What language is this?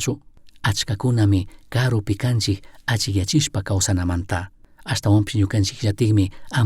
Chimborazo Highland Quichua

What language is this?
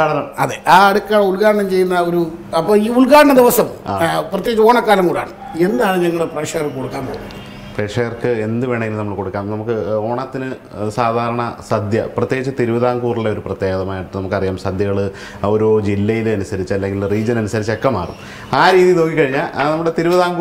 Malayalam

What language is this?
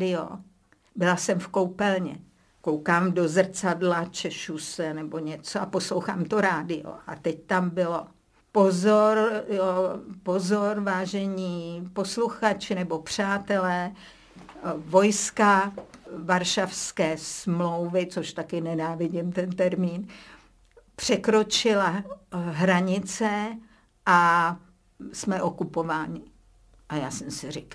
Czech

